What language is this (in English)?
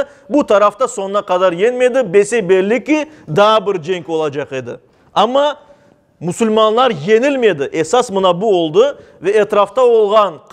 Crimean Tatar